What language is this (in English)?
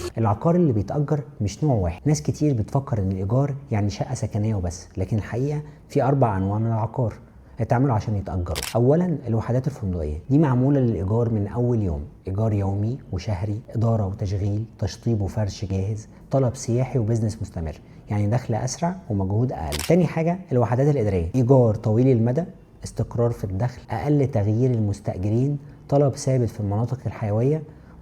Egyptian Arabic